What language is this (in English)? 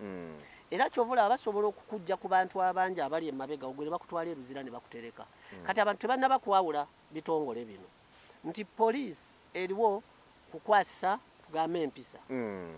Ganda